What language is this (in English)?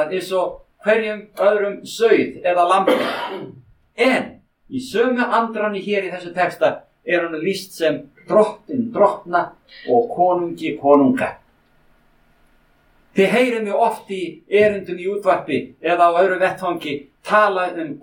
Icelandic